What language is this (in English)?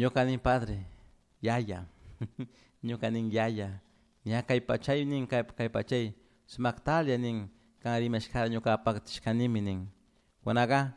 Chimborazo Highland Quichua